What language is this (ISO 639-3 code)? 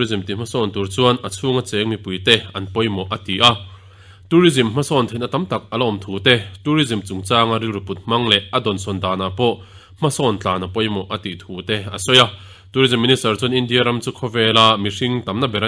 lus